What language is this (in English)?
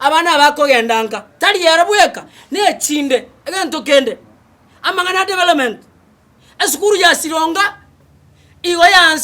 Gusii